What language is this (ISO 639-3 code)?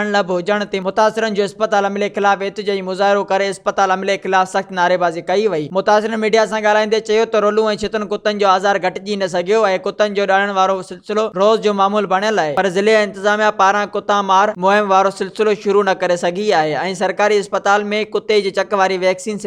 snd